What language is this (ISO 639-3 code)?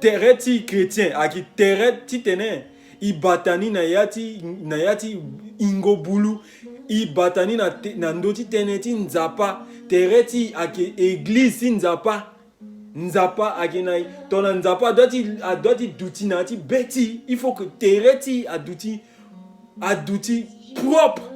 sag